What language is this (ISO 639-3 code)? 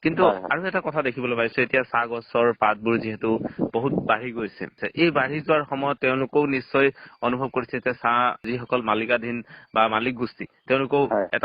asm